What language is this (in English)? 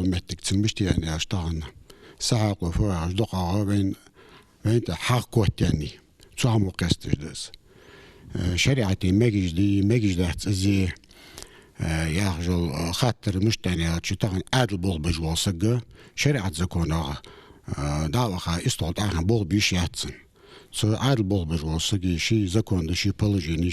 Ingush